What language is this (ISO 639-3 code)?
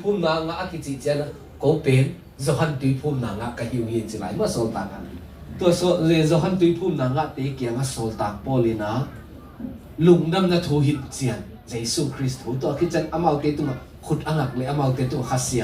ctd